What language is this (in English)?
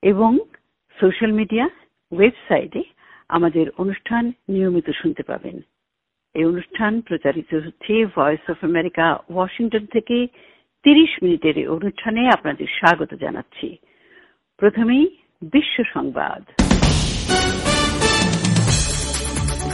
Bangla